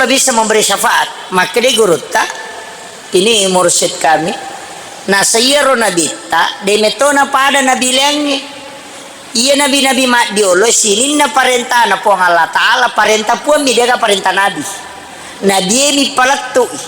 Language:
Buginese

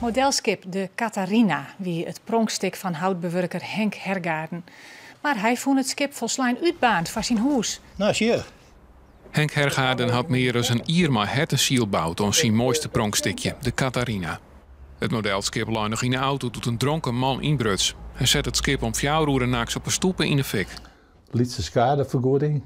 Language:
Western Frisian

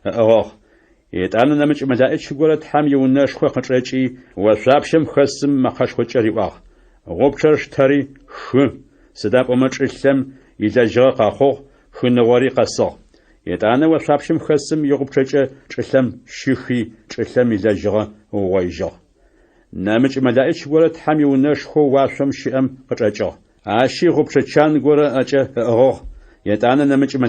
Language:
Adyghe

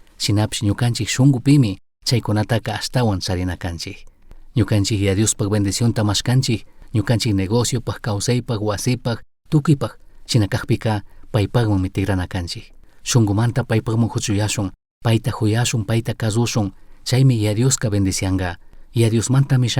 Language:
Chimborazo Highland Quichua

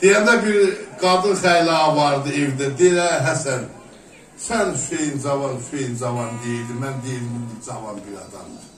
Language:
South Azerbaijani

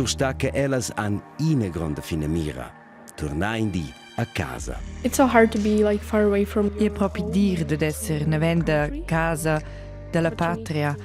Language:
Romansh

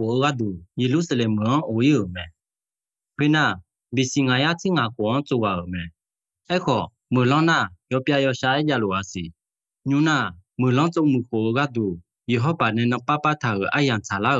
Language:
Akha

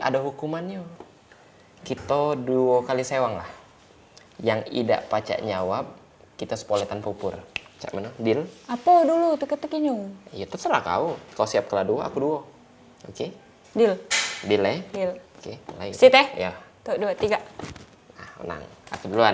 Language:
Musi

